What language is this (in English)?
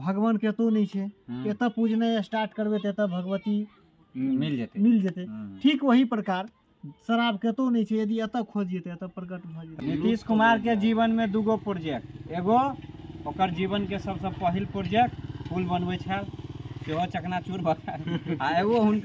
Maithili